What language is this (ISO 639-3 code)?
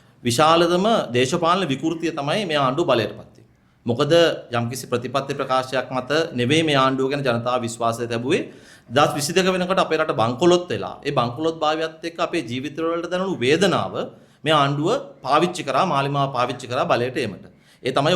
sin